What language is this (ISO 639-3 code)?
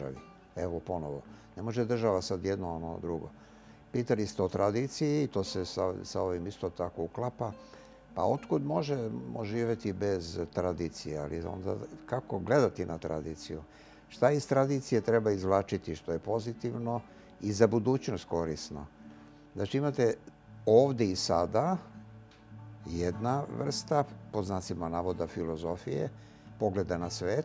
srp